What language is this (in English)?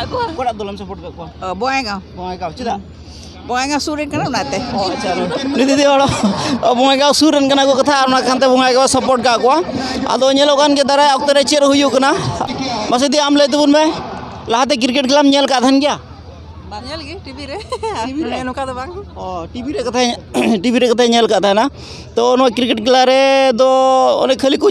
Santali